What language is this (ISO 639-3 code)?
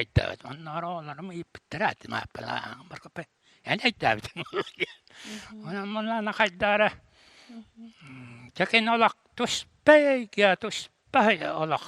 sah